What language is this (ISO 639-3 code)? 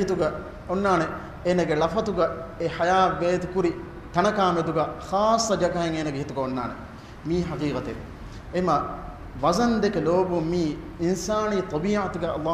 div